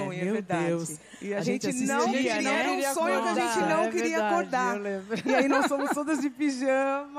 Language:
Portuguese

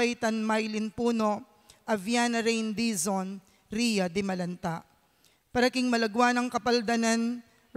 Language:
Pampanga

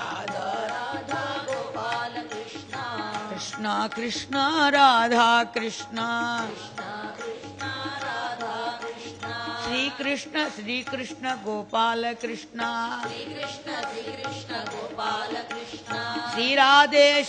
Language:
Telugu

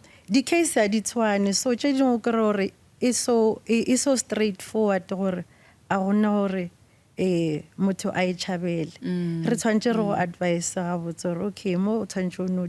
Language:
Northern Sotho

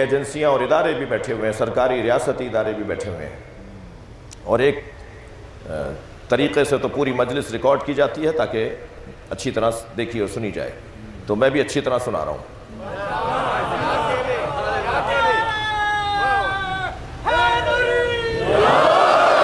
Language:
Urdu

